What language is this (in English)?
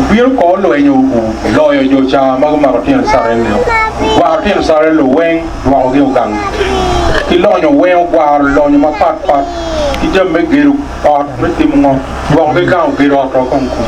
Acoli